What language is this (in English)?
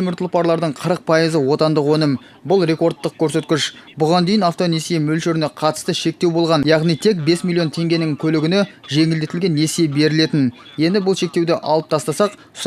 Kazakh